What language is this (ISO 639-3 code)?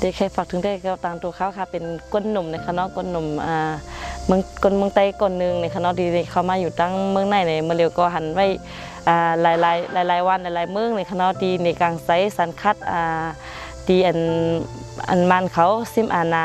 shn